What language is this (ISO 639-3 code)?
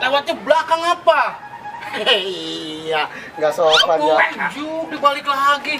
bew